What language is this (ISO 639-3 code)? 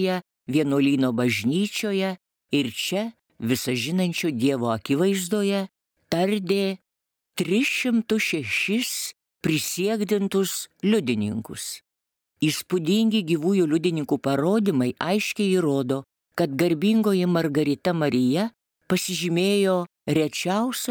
lit